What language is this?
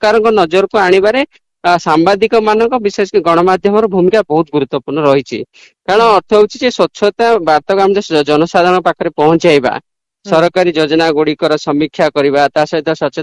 Odia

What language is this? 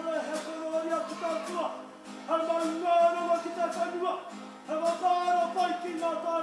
Māori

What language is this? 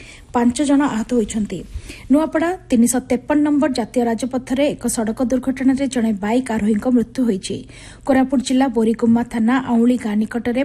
Odia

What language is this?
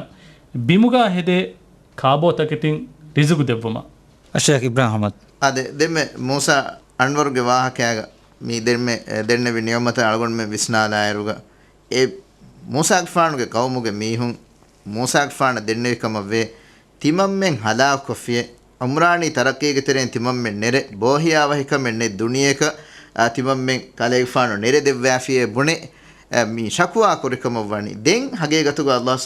Divehi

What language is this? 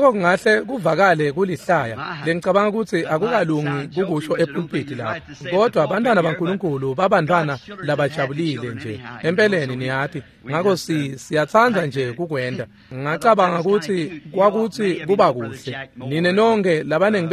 Swati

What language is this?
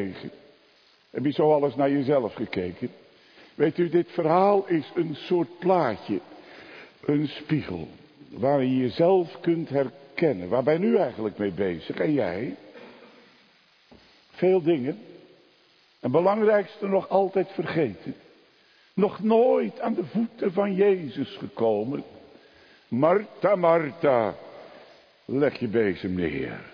Dutch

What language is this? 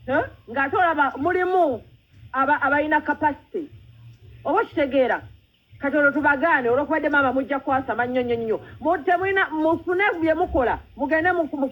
Ganda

